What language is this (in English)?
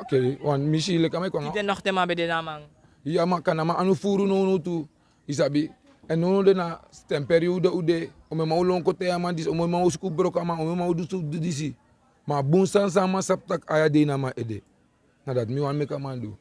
Sranan Tongo